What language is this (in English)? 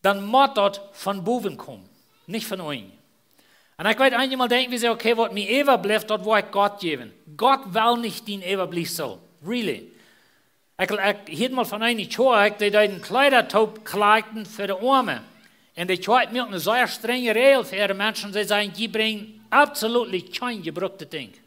Plautdietsch